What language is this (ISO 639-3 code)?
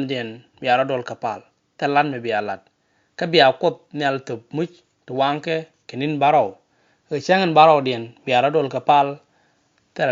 nus